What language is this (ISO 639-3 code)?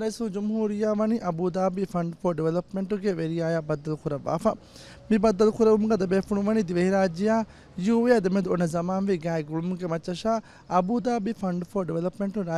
div